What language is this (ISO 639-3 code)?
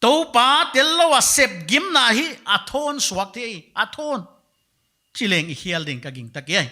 pck